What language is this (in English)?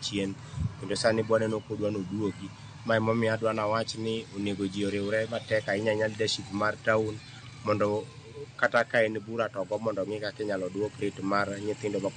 Luo (Kenya and Tanzania)